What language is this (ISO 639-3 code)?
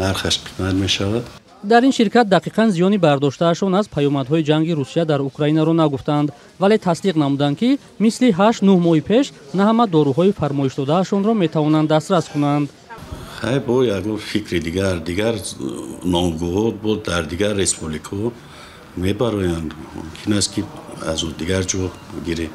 tgk